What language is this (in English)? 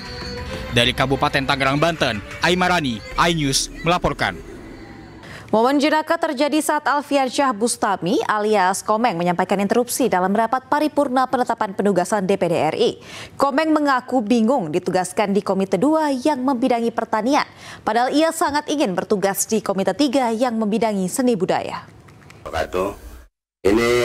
Indonesian